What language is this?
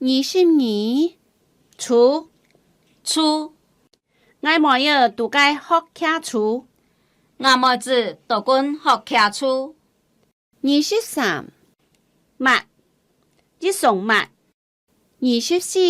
Hakka Chinese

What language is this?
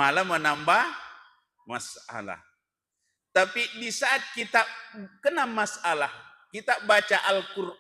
Buginese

